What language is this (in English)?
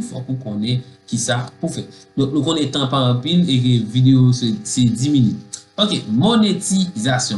Haitian Creole